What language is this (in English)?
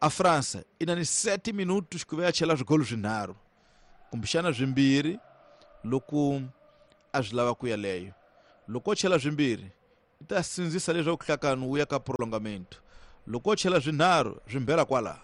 Tsonga